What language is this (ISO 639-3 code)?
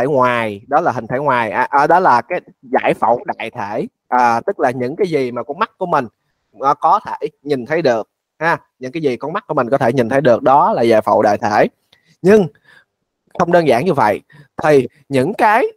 vie